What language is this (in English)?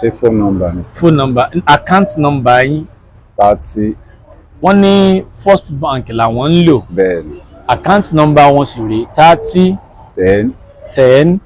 Yoruba